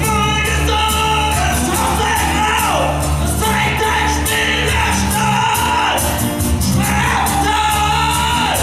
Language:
Bavarian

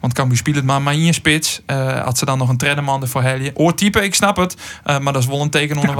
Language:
Western Frisian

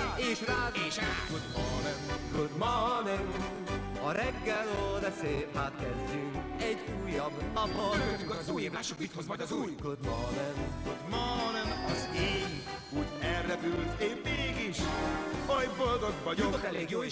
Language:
Hungarian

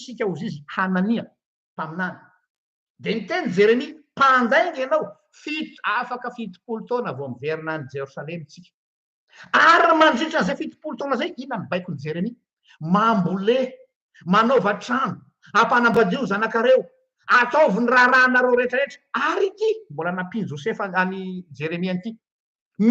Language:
Malagasy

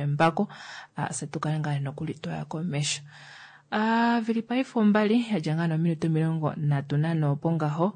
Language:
Kuanyama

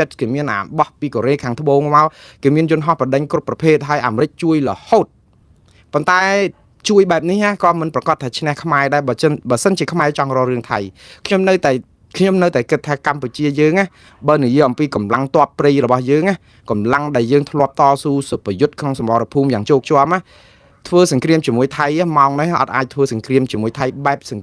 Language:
Khmer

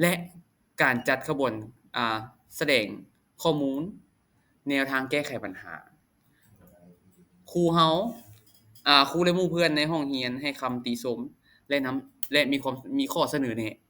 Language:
Lao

